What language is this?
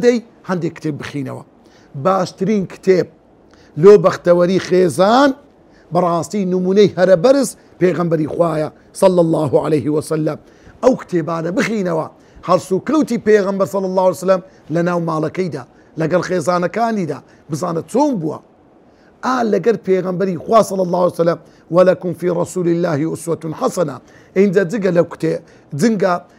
Central Kurdish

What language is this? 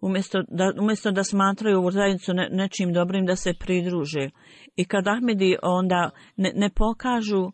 Bosnian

